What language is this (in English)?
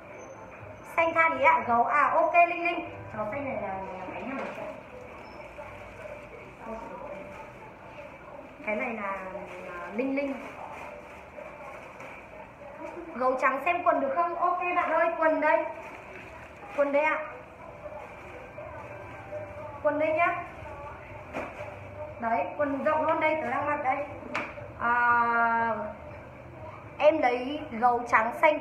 Vietnamese